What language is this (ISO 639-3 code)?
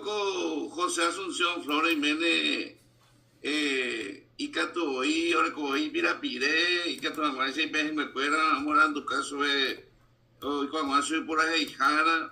grn